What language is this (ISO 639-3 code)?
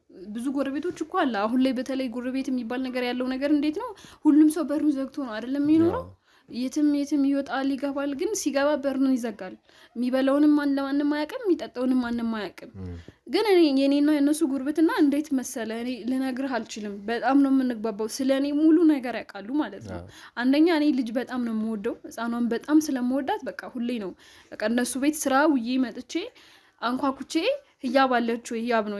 amh